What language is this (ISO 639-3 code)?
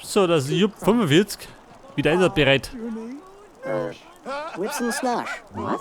bar